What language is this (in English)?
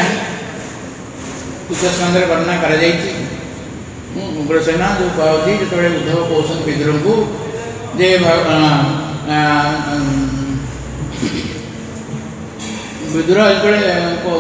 Odia